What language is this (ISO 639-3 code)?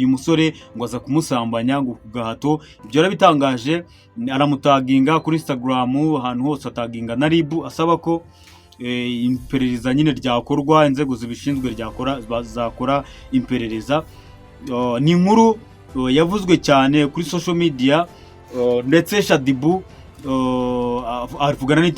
kin